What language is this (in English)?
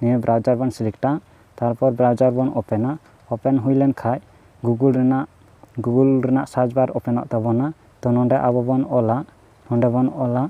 Santali